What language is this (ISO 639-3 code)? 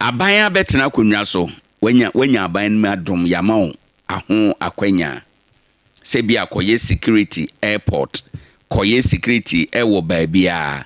aka